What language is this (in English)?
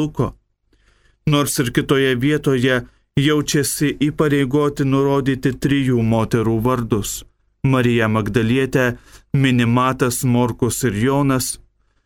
Lithuanian